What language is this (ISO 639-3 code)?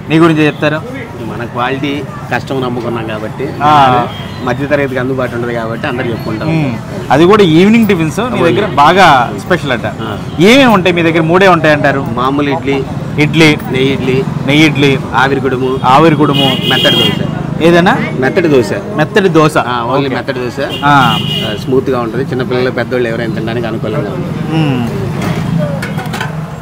tel